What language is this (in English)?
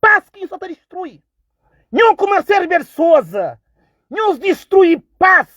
Kabuverdianu